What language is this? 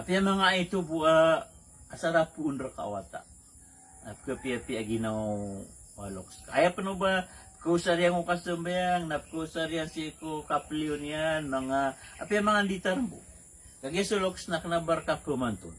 Maranao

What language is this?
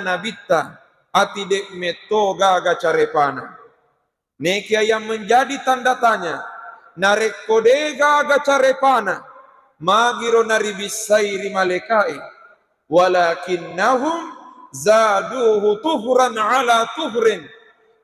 Buginese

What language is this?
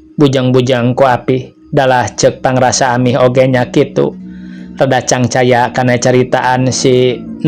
Sundanese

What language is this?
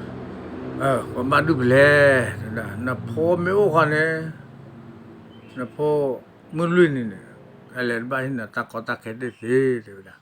S'gaw Karen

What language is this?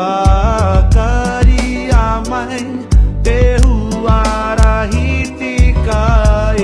Māori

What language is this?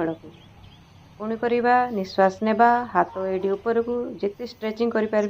Odia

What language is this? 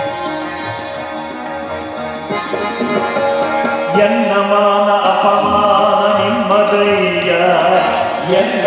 Kannada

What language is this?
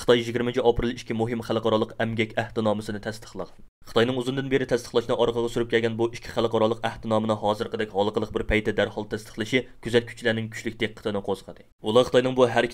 Uyghur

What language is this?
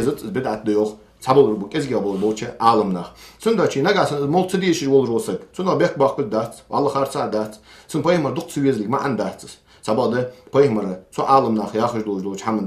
Ingush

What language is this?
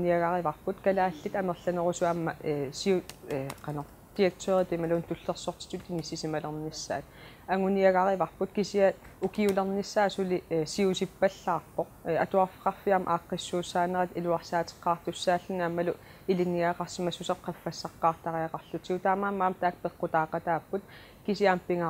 Kalaallisut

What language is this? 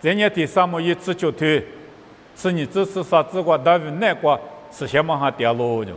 Lisu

